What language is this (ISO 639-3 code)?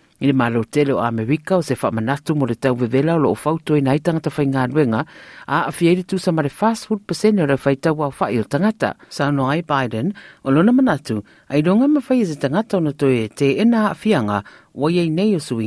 smo